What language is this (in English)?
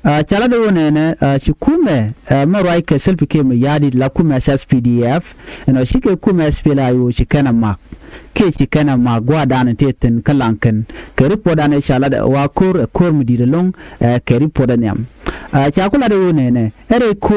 Nuer